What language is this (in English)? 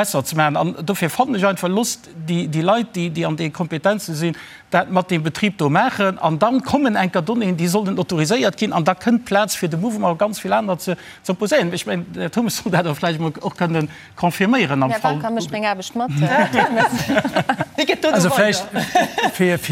Luxembourgish